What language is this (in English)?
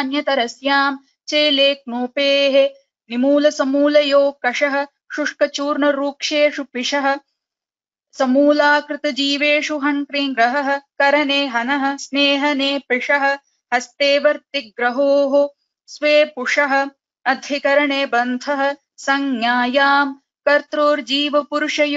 Sanskrit